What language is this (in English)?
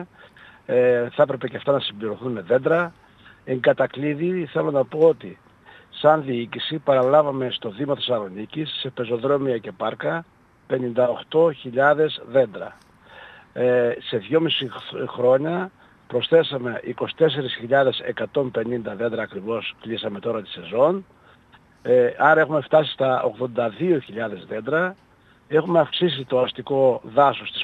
Greek